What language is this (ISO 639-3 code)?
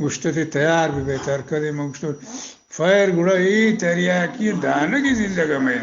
bgp